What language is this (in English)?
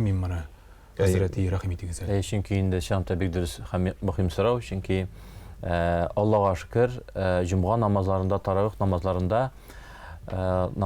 Tatar